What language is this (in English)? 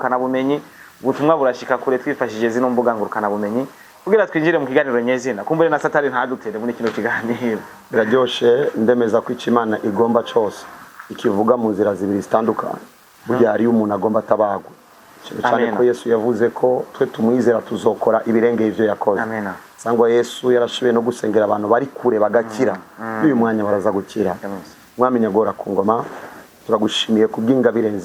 Rundi